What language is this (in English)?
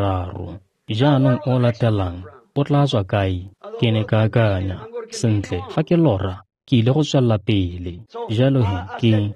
Tswana